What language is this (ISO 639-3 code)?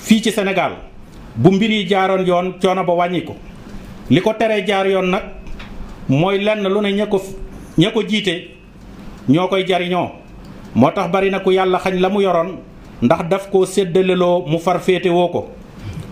wol